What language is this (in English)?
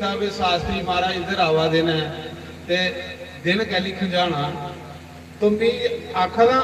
Dogri